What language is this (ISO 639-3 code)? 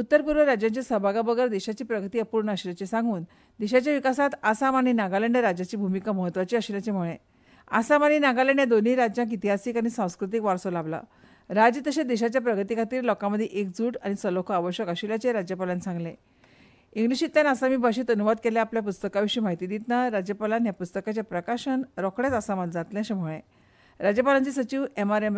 kok